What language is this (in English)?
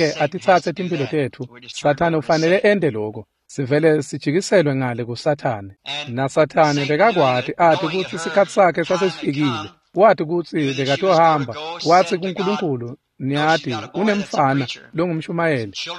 Swati